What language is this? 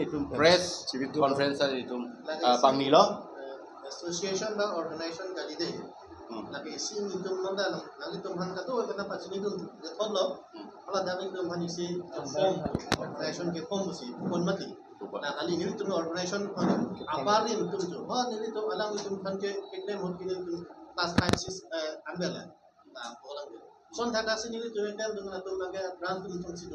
Karbi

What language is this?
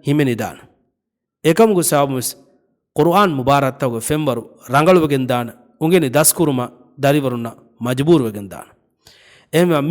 Divehi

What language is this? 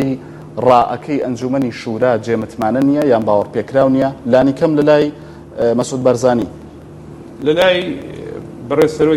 Central Kurdish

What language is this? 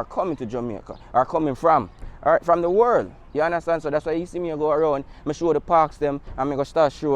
Jamaican Creole English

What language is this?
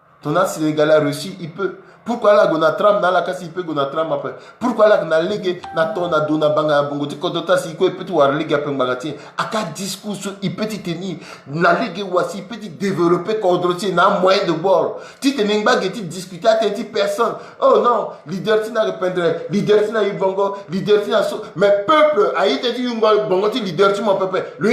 Sango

